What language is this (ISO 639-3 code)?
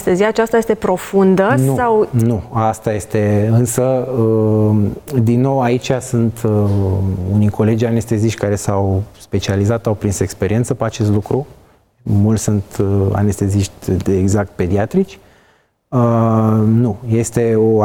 ron